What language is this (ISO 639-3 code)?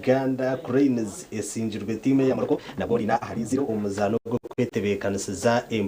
nyn